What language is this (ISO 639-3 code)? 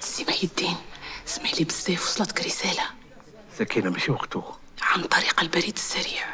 arq